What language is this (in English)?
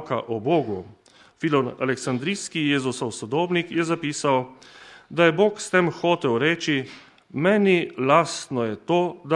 Slovenian